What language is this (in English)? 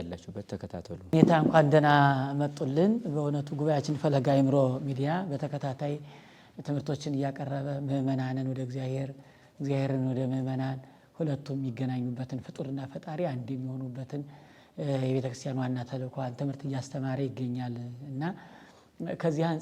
Amharic